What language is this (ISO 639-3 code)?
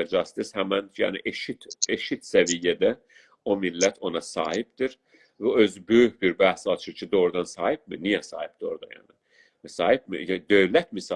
azb